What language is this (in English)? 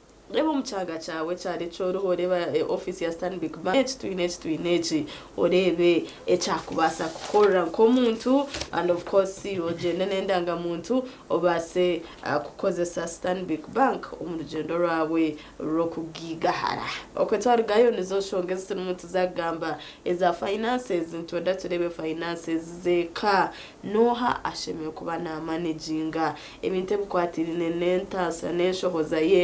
Nyankole